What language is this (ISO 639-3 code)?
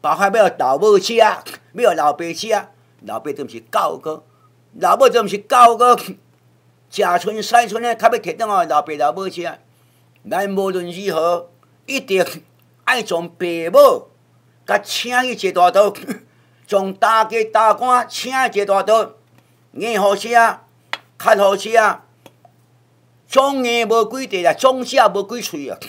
nan